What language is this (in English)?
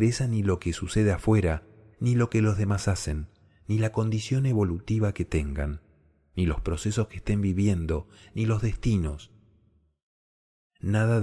Spanish